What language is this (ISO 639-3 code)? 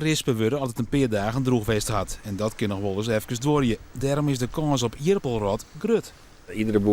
fry